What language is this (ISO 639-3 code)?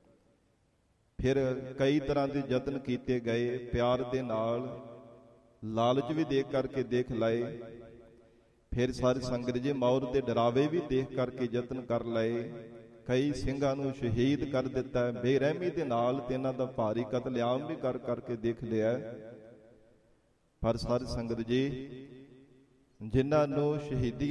pan